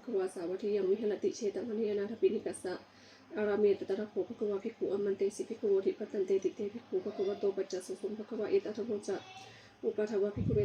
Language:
Pali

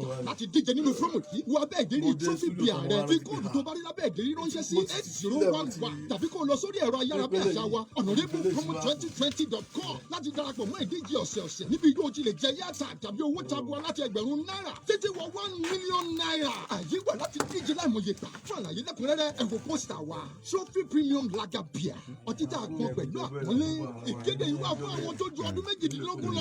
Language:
Yoruba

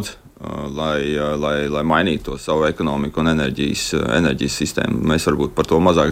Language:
Latvian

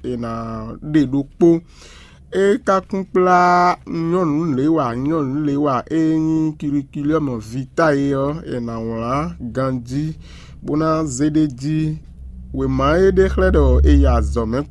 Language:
Fon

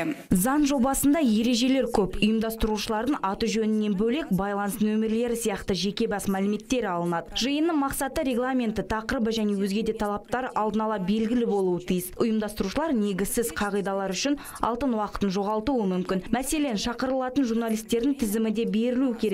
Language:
Kazakh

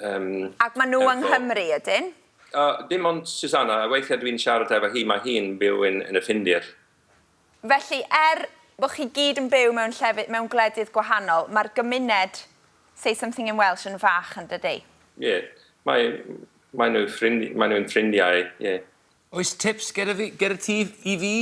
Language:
Welsh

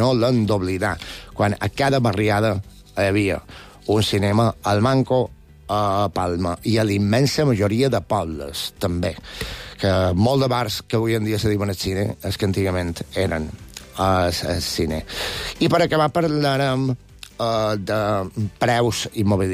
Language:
Catalan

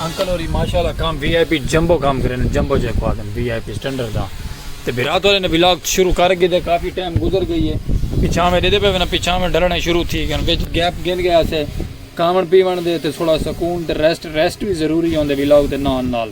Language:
Saraiki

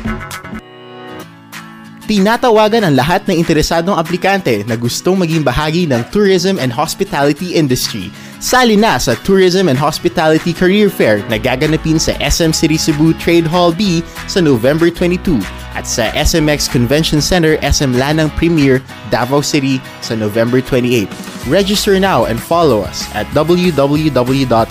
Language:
Filipino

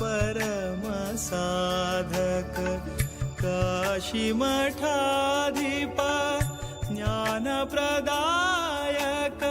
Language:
Konkani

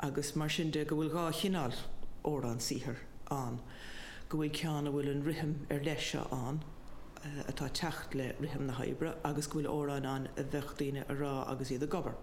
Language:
Irish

